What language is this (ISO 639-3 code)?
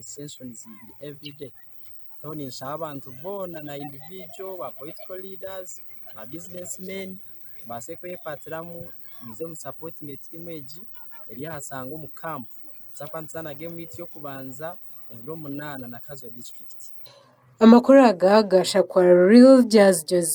nyn